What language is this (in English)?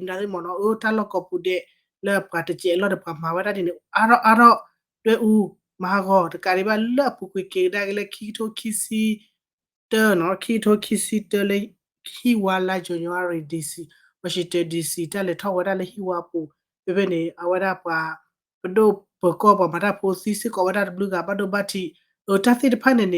S'gaw Karen